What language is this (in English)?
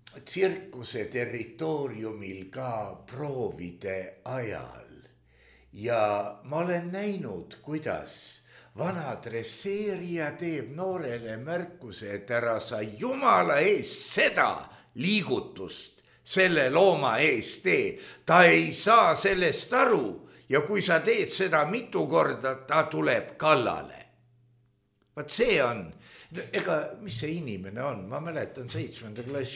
Estonian